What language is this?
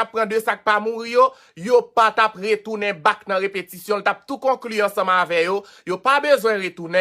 Haitian Creole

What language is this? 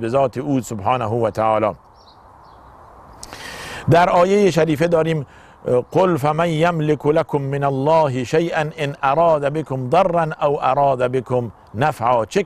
Persian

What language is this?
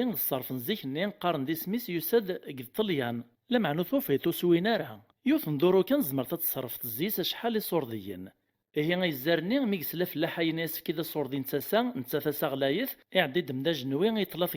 Kabyle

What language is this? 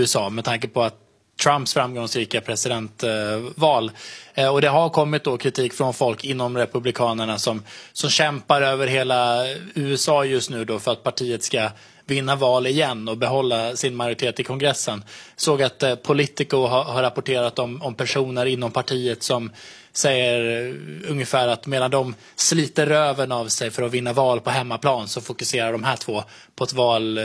Swedish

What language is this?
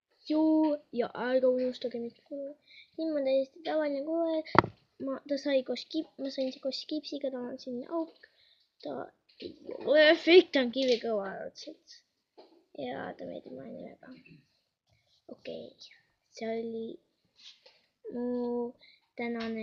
Estonian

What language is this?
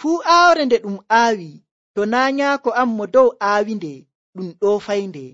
Nigerian Fulfulde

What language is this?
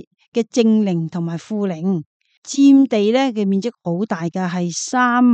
Cantonese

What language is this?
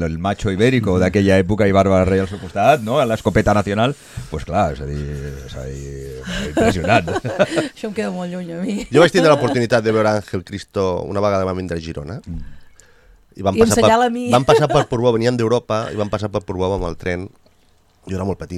Catalan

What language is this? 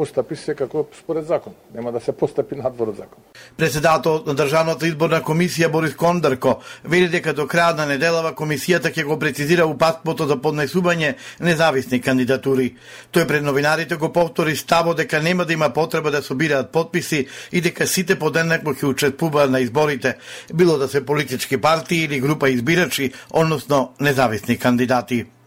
Macedonian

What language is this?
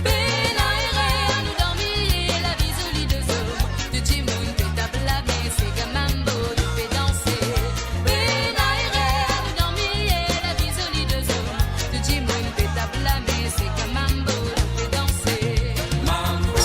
Morisyen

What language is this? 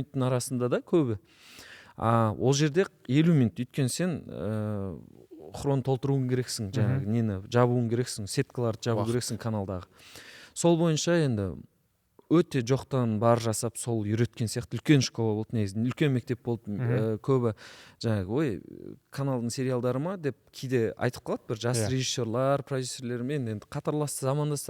Kazakh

